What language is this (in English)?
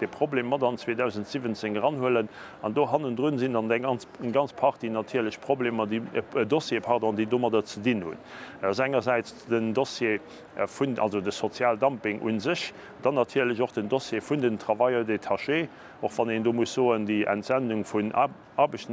Luxembourgish